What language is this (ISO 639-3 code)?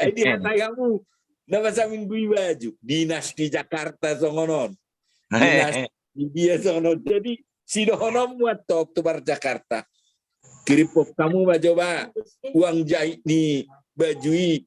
bbc